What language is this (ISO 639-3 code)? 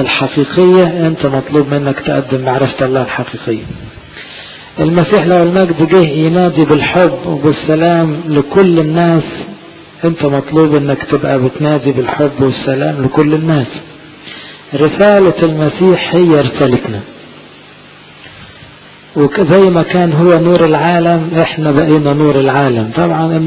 arz